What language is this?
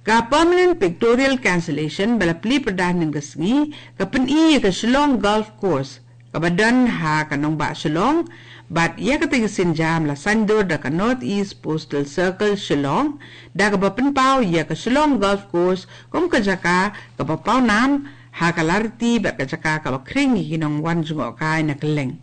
Khasi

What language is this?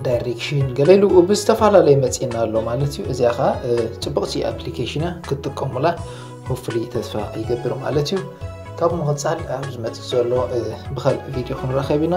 Tigrinya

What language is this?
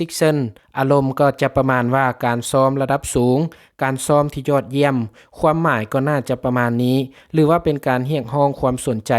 Lao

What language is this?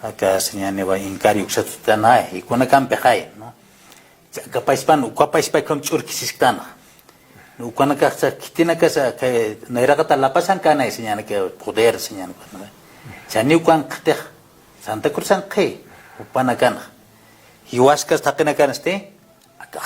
Aymara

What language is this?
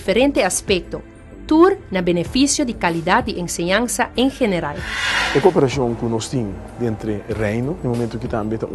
Papiamento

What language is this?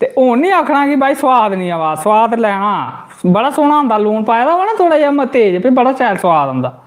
Dogri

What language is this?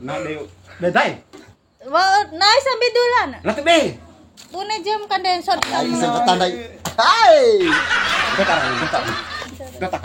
Bima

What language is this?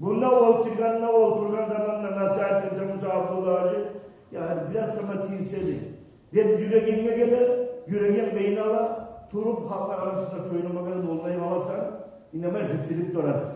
Kumyk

